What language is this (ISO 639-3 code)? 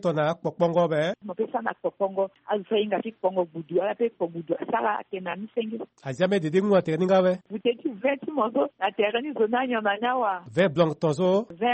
sag